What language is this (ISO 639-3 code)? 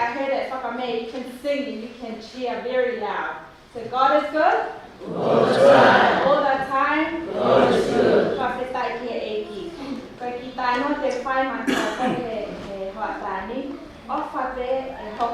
ton